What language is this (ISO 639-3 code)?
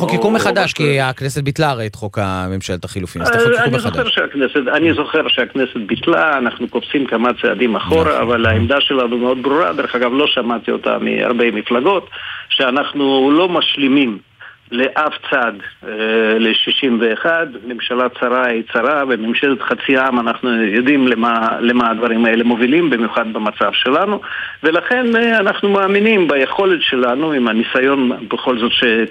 heb